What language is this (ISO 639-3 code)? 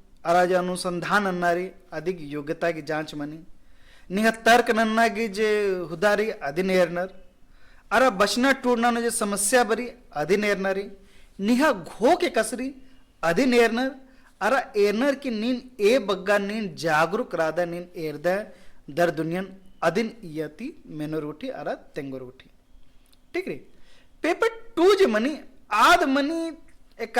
kru